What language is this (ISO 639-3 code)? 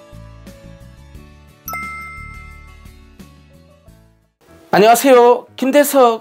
kor